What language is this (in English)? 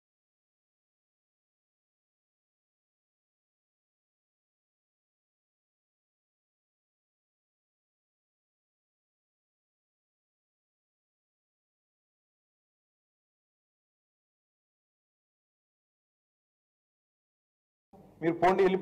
Telugu